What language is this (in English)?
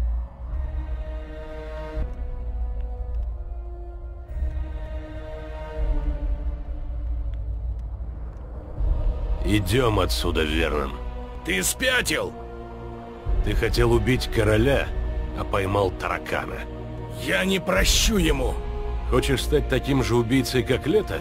Russian